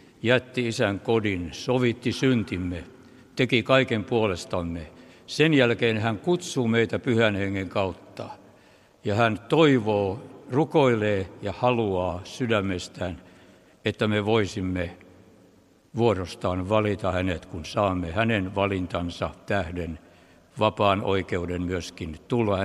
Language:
Finnish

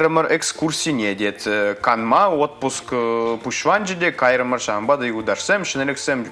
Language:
Chuvash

